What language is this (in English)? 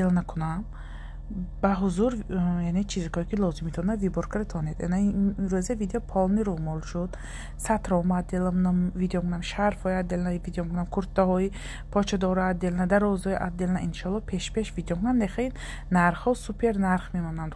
Tajik